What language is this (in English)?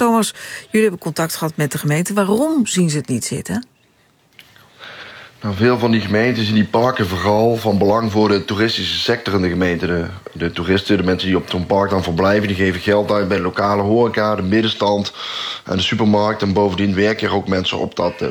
Dutch